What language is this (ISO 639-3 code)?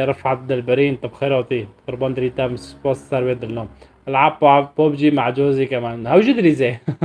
apc